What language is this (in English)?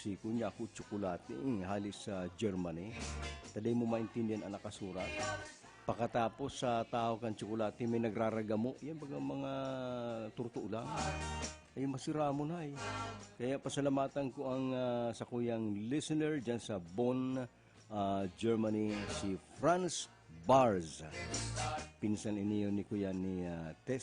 Bikol